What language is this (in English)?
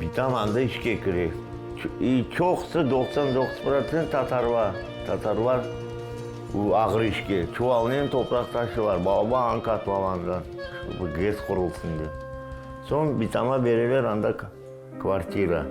Crimean Tatar